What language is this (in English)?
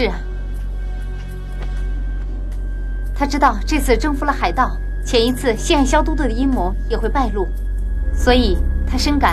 Chinese